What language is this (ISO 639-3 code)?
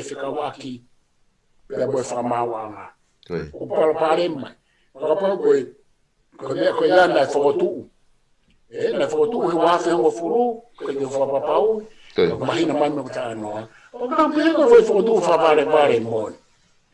ton